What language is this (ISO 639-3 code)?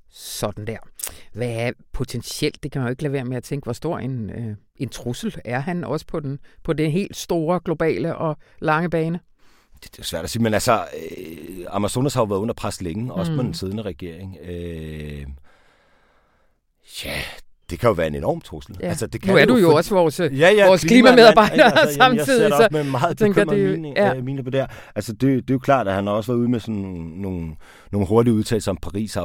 dan